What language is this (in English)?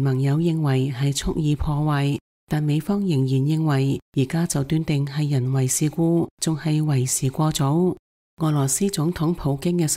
Cantonese